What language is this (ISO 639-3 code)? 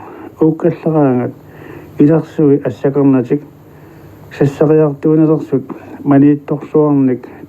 kal